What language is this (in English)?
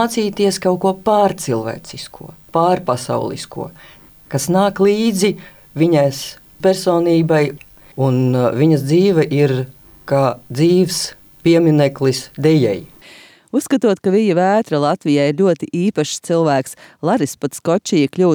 Latvian